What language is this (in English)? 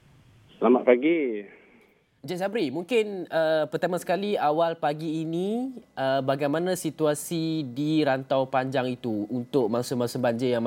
Malay